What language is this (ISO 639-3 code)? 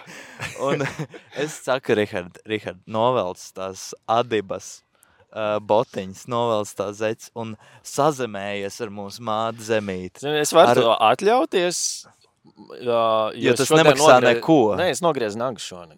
lav